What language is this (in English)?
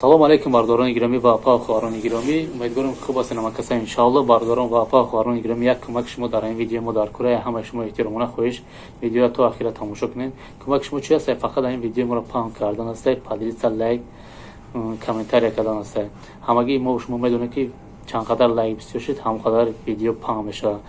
Tajik